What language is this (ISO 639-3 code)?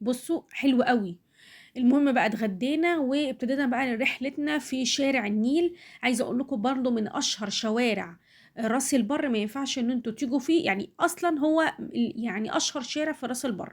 arz